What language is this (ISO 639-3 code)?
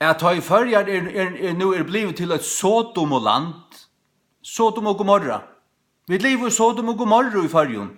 fao